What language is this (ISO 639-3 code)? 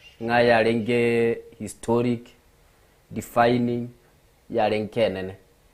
guz